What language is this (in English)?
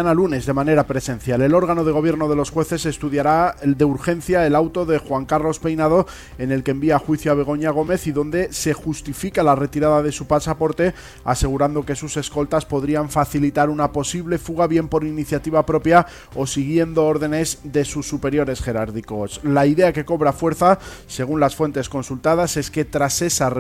Spanish